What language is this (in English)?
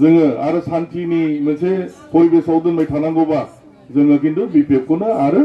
Bodo